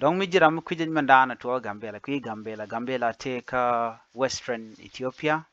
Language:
Nuer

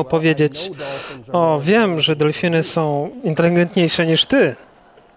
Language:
Polish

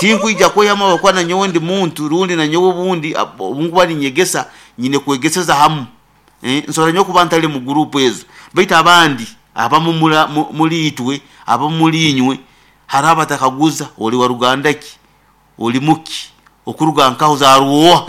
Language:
Nyankole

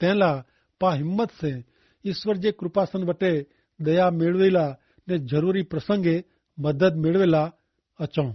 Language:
Kachhi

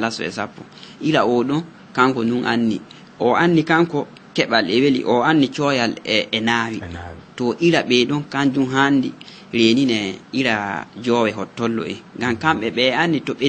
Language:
Fula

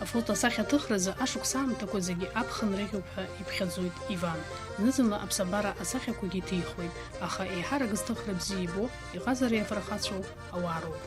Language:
Abkhazian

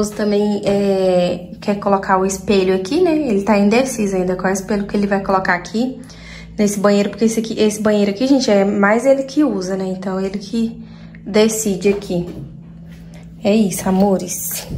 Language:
Portuguese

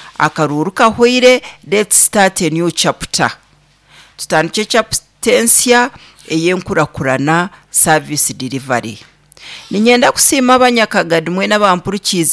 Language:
Nyankole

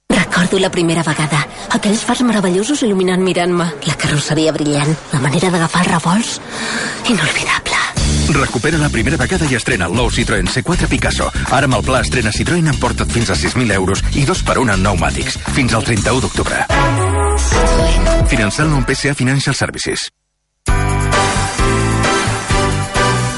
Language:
Catalan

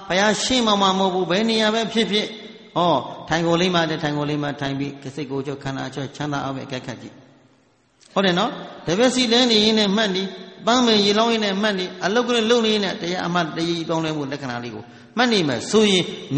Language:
Burmese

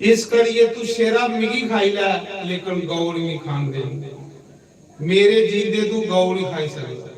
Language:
Dogri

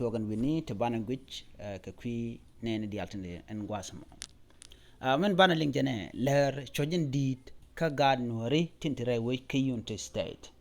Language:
Nuer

